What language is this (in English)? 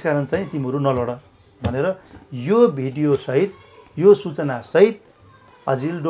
Nepali